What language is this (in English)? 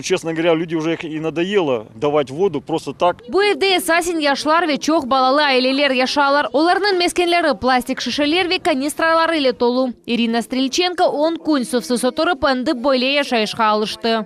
Crimean Tatar